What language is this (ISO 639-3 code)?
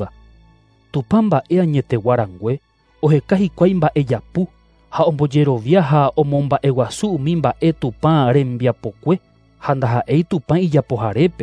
grn